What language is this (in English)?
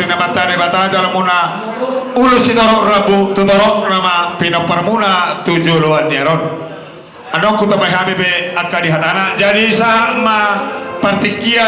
Batak Toba